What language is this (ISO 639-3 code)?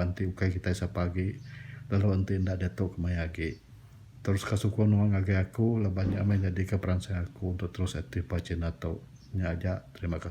iba